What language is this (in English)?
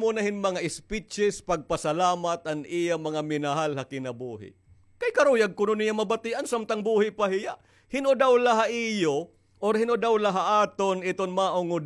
Waray